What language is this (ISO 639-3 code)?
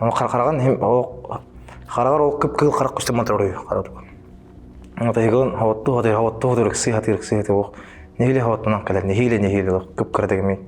sah